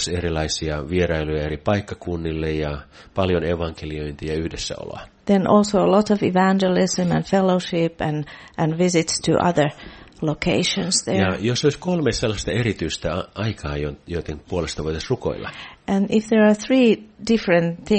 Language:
Finnish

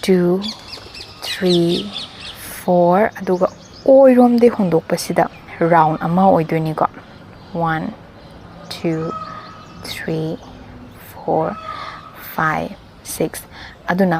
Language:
Manipuri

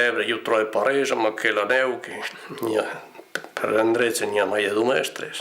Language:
Occitan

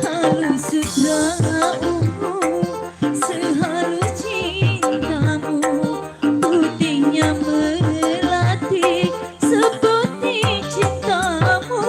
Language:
Betawi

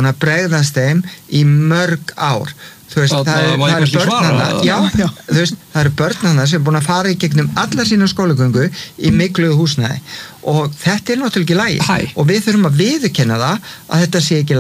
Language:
Icelandic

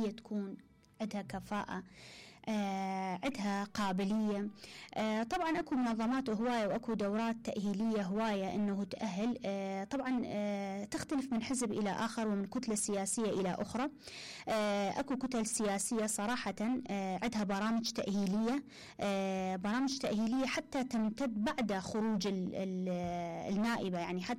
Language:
Mesopotamian Arabic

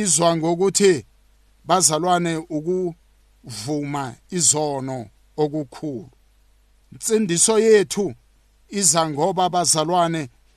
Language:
South Ndebele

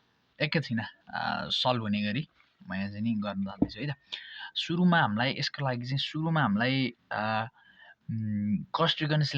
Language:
Nepali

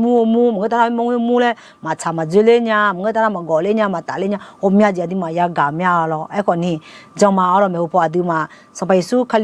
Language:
Akha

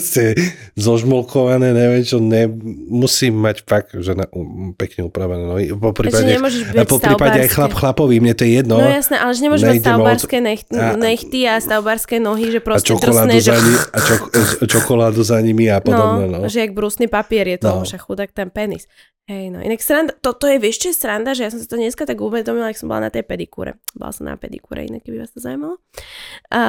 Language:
Slovak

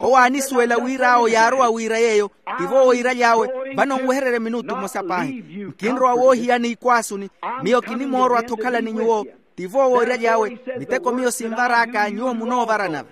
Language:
Makhuwa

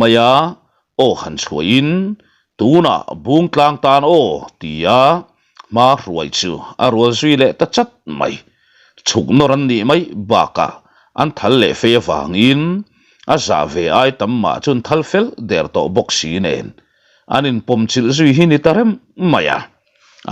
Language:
Mizo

